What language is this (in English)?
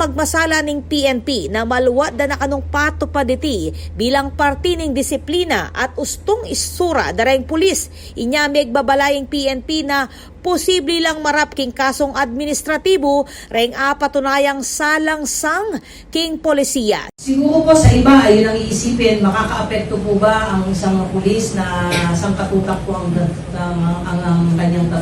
Pampanga